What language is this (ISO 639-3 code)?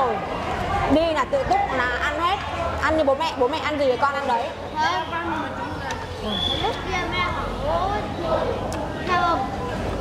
vie